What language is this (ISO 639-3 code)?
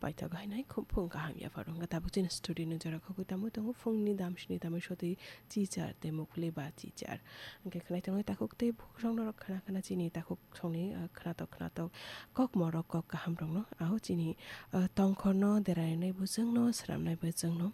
trp